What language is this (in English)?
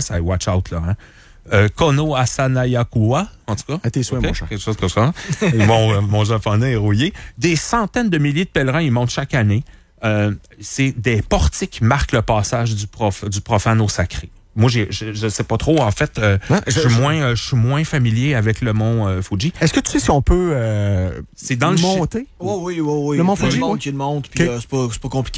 French